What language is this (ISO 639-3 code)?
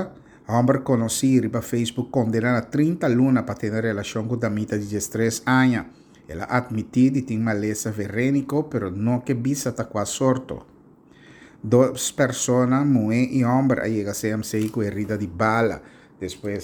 pap